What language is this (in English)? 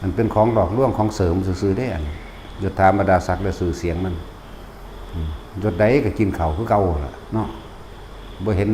Northeastern Thai